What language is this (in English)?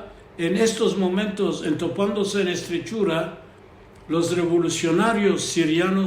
Ladino